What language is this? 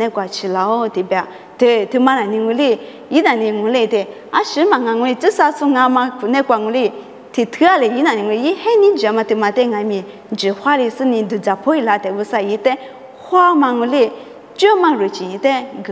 Lisu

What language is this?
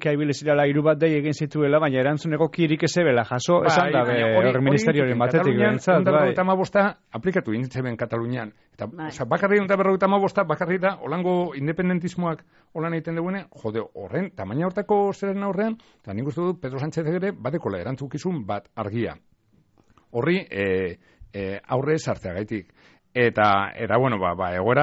Basque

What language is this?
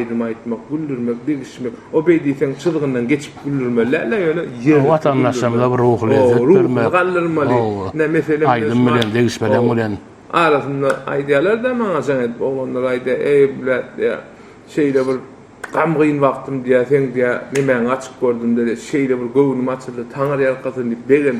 Turkmen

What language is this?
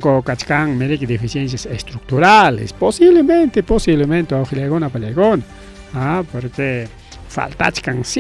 Ayacucho Quechua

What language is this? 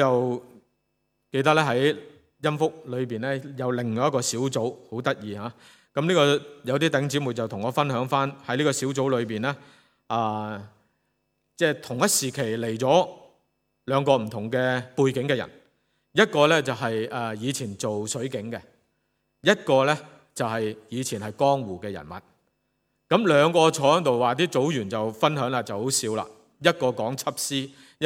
Cantonese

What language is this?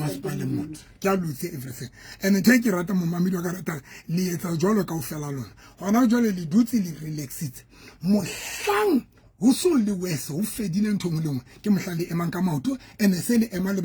Southern Sotho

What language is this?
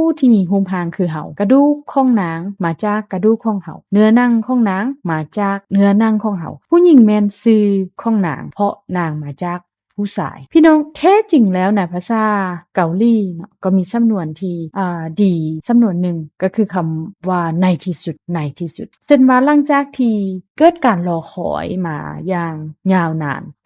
Lao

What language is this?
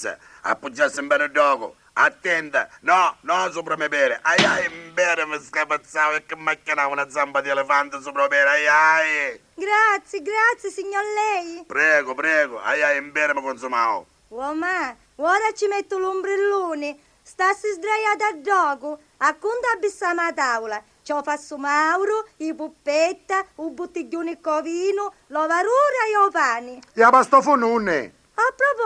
Sicilian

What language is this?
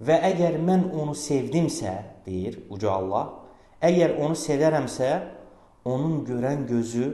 Azerbaijani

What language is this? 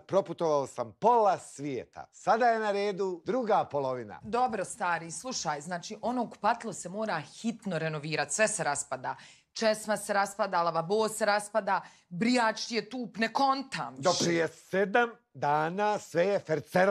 Bosnian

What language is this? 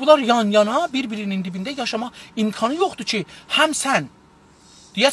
South Azerbaijani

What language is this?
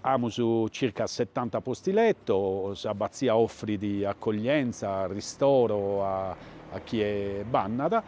Sardinian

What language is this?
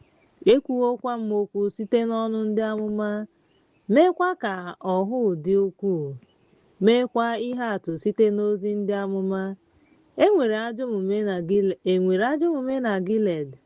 Igbo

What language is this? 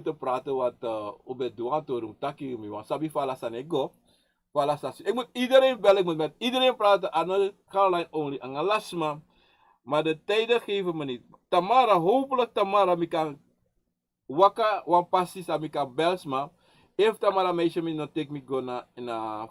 Sranan Tongo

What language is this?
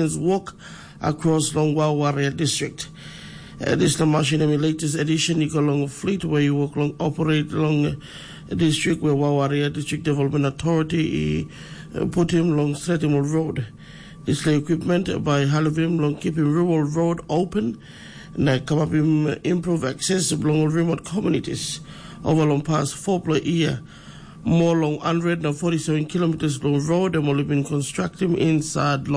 Tok Pisin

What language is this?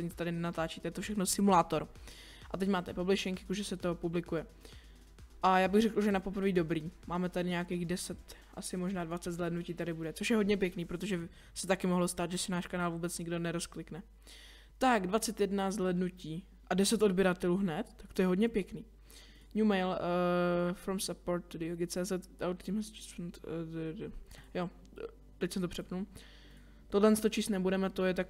Czech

